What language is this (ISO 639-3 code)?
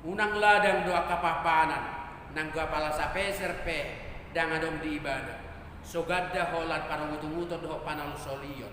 bbc